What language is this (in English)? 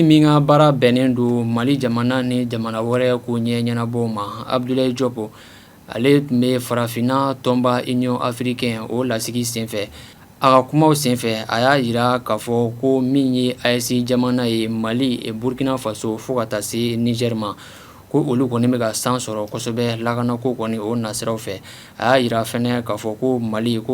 Bambara